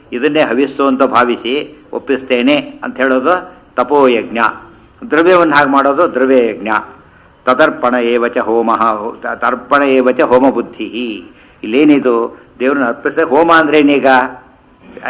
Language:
Kannada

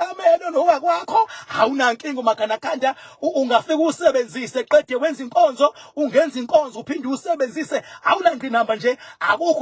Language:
Zulu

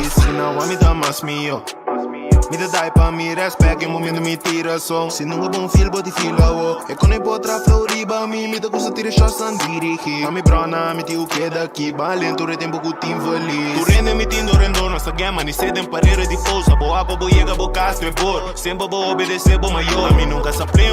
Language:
Papiamento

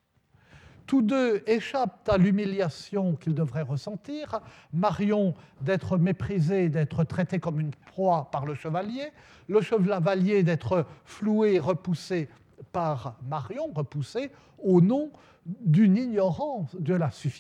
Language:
French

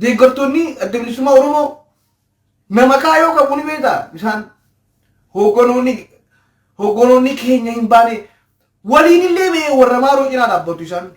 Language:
Oromo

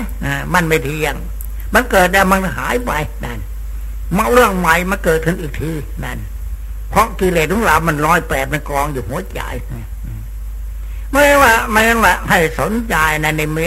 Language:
Thai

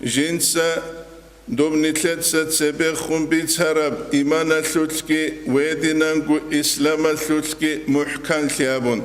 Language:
Avaric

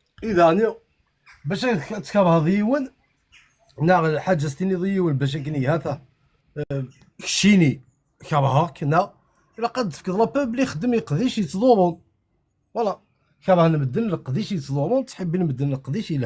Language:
Kabyle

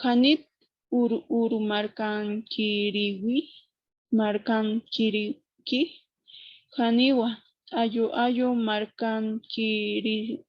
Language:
Aymara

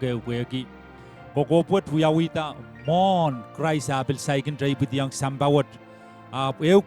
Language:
Pohnpeian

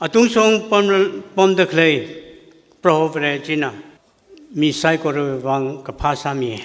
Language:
Tangkhul Naga (India)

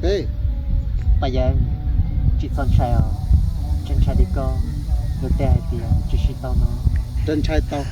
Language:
Hmong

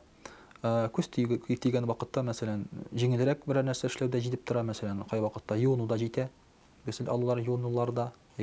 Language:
Tatar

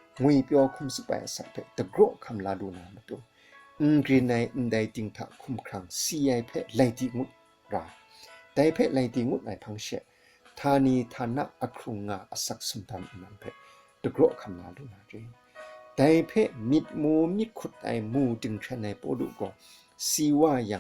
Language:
Kachin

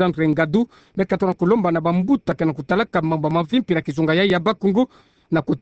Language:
Kituba (Democratic Republic of Congo)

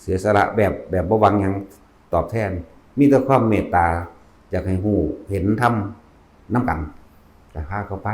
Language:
Northeastern Thai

